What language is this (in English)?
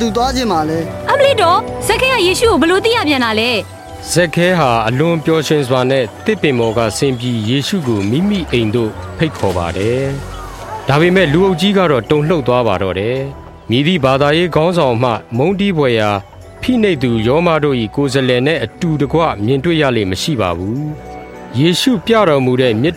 Burmese